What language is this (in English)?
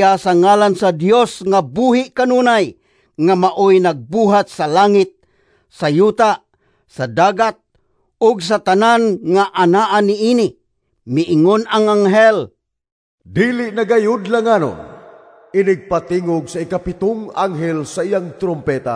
Cebuano